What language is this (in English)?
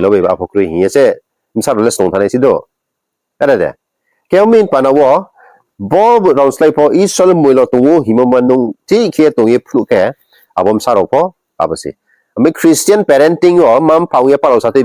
Riang (India)